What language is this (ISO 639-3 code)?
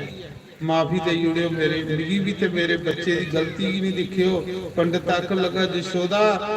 doi